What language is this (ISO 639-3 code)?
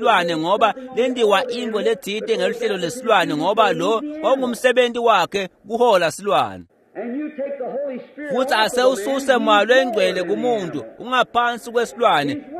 ssw